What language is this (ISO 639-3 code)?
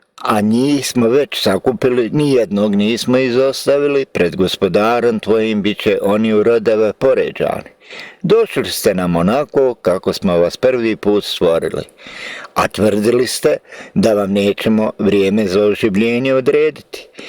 bos